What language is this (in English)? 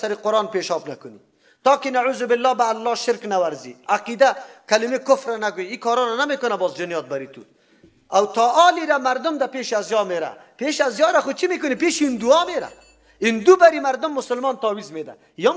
Persian